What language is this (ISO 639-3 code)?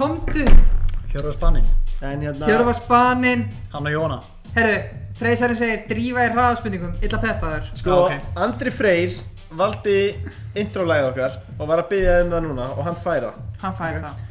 isl